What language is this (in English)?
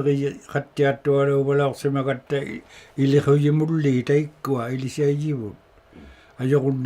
Inuktitut